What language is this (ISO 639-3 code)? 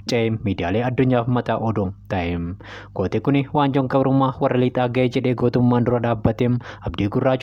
orm